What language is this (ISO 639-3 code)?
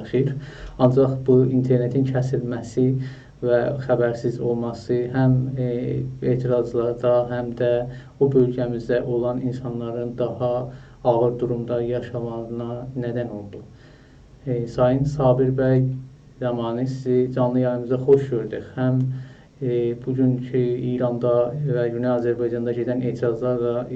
azb